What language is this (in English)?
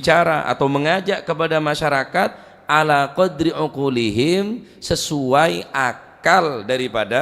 Madurese